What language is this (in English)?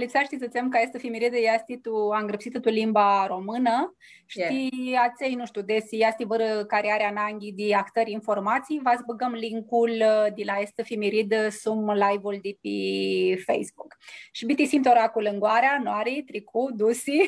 Aromanian